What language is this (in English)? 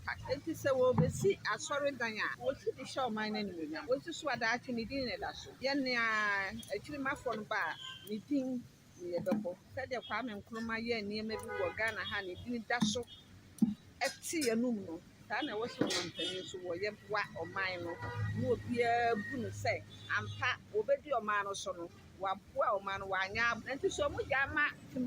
Akan